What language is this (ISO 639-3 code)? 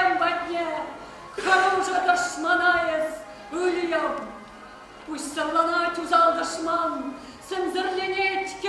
chv